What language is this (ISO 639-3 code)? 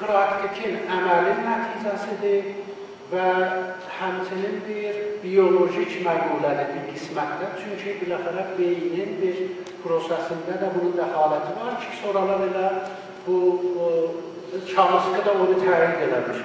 azb